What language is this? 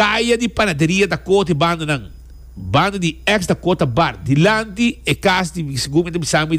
Papiamento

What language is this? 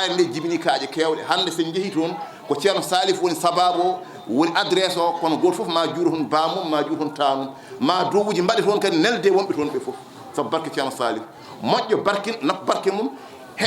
Fula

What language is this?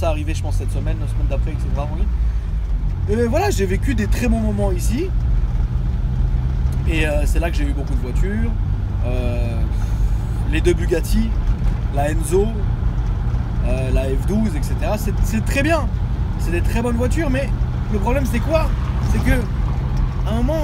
French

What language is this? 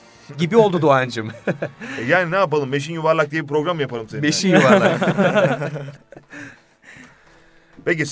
Turkish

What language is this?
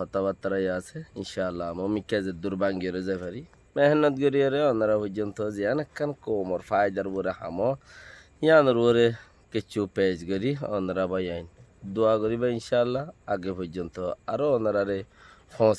Rohingya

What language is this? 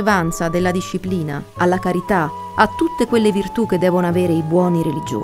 Italian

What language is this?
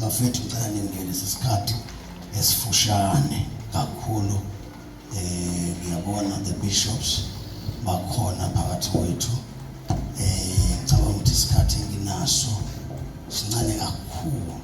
Zulu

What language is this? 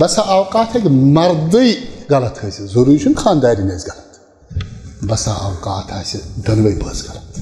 Kashmiri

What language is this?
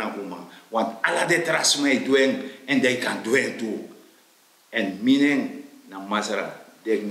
Sranan Tongo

